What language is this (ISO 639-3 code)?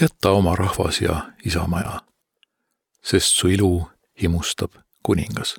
est